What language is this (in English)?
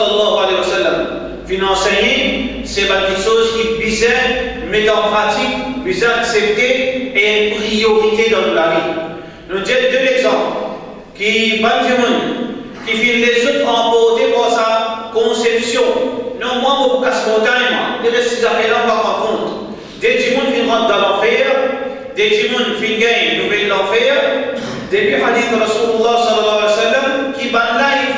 Morisyen